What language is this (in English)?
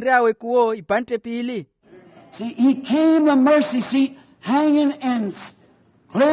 Makhuwa